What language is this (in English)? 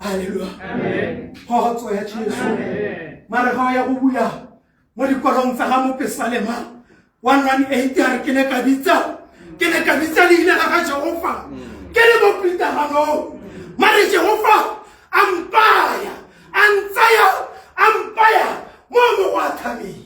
Tswana